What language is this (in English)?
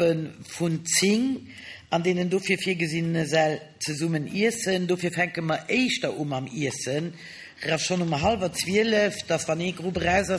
Luxembourgish